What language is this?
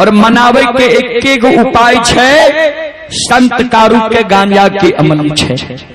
Maithili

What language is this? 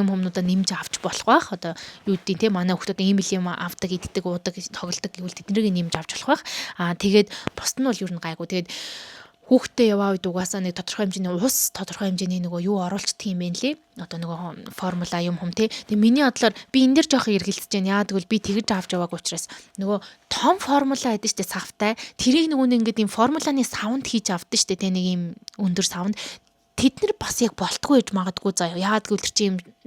Mongolian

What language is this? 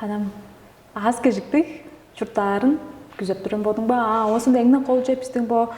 Tuvinian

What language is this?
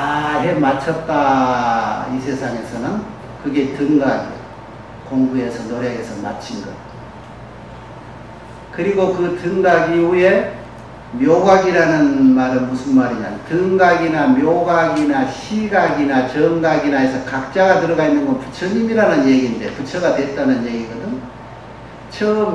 Korean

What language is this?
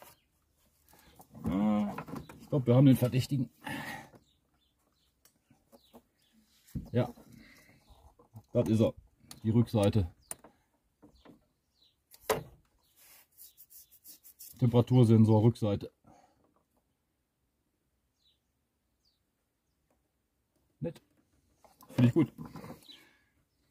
German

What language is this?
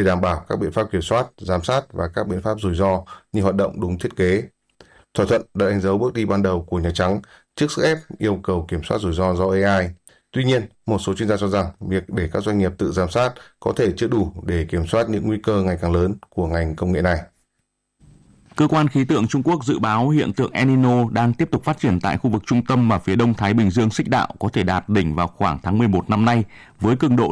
Vietnamese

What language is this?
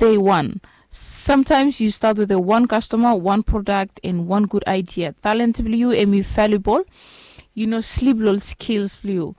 Bislama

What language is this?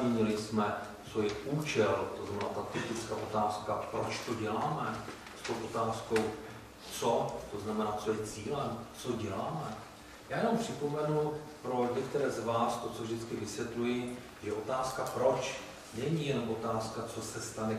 Czech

